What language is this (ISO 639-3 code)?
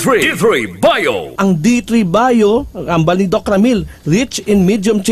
hil